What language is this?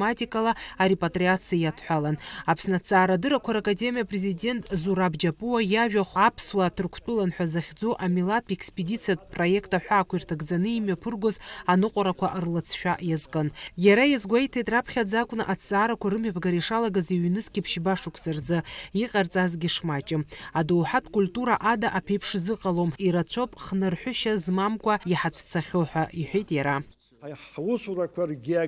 Abkhazian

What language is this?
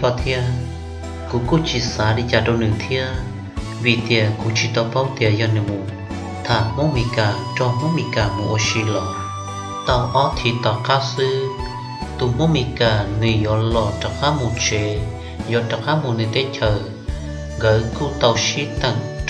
Hmong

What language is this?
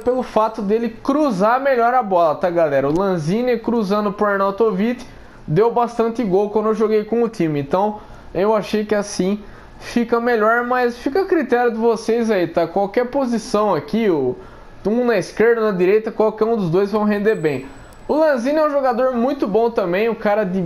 Portuguese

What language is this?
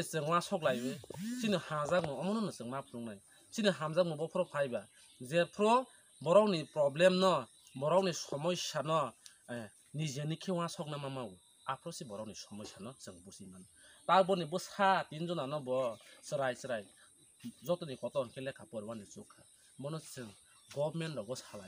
Riang (India)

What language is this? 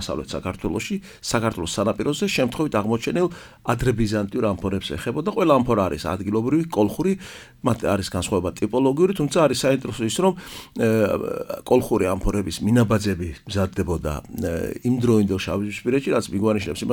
Georgian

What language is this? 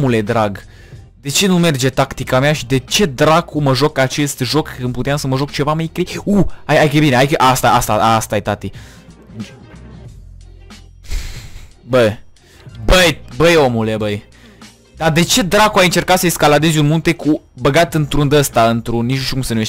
Romanian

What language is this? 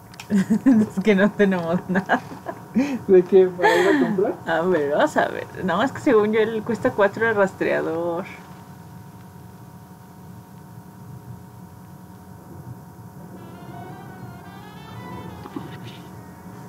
Spanish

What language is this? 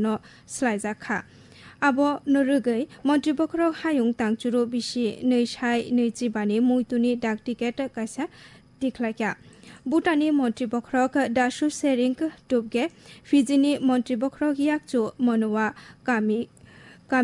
Kok Borok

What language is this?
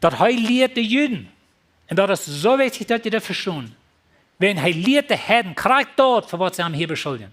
Plautdietsch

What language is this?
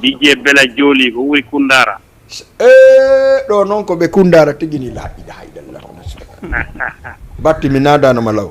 Fula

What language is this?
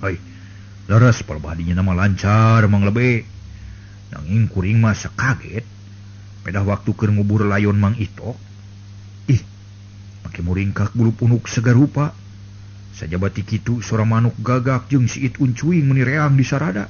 Sundanese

